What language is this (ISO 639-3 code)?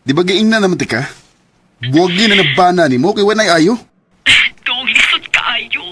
ceb